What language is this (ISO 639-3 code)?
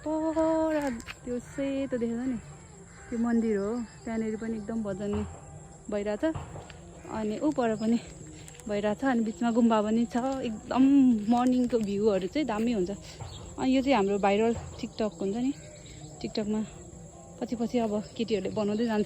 nep